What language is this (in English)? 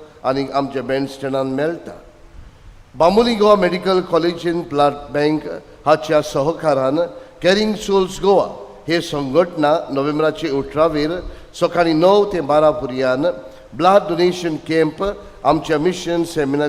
Konkani